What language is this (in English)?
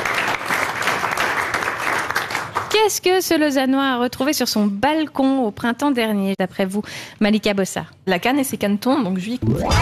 French